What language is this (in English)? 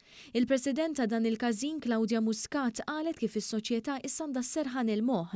Maltese